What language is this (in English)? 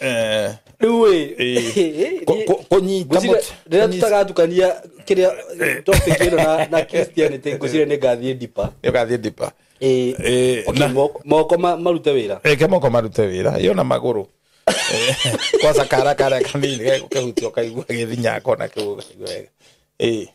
Kikuyu